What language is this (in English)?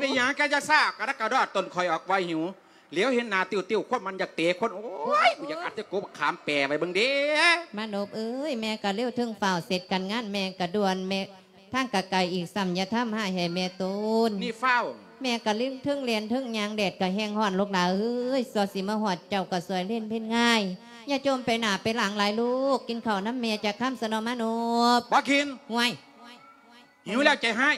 Lao